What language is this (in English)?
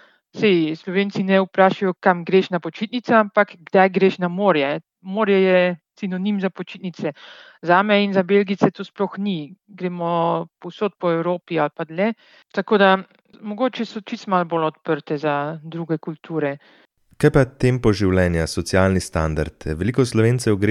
Slovenian